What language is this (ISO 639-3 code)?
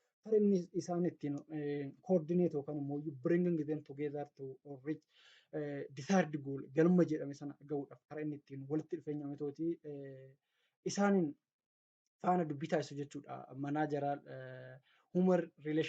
orm